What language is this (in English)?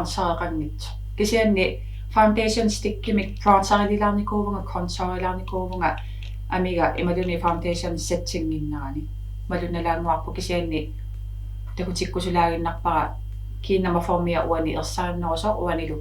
Kalaallisut